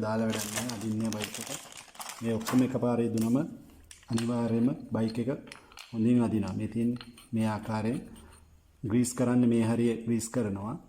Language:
Sinhala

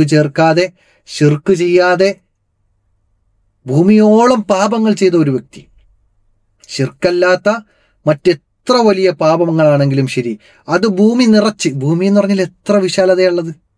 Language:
Malayalam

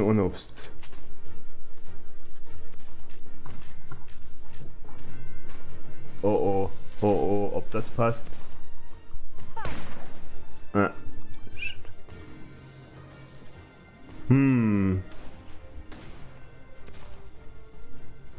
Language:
German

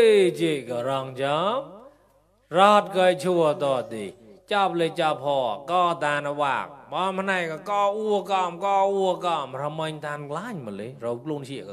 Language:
Mon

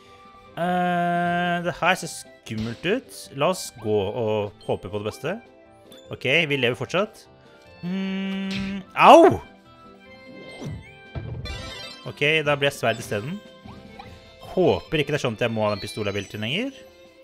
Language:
Norwegian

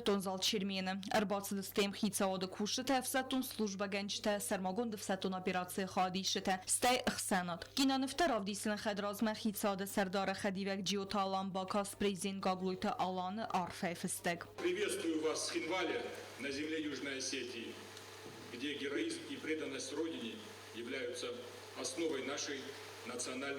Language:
Ossetic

